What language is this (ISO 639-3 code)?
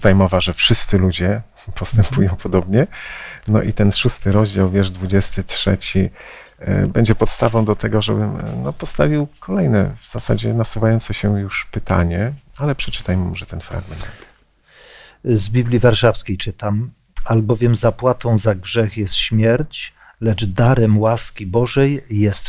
pol